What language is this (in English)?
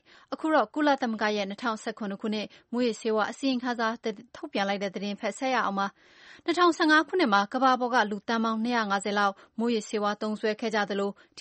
Burmese